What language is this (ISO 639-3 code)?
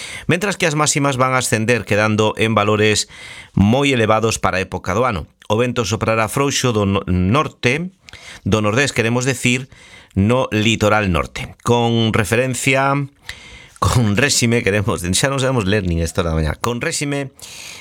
glg